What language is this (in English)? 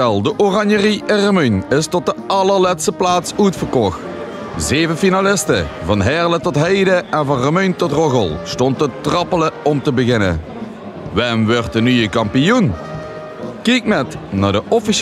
Limburgish